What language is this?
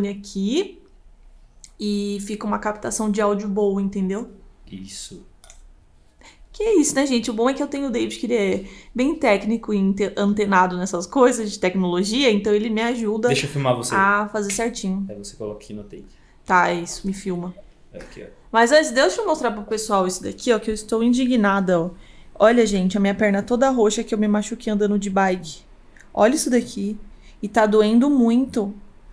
Portuguese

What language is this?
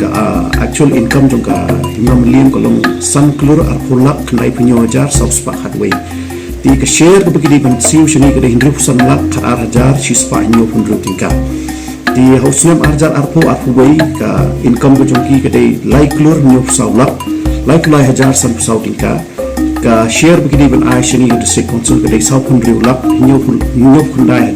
Khasi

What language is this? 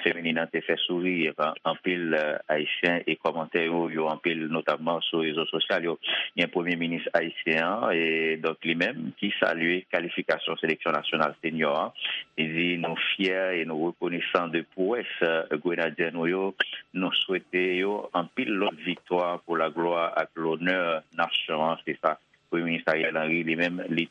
Haitian Creole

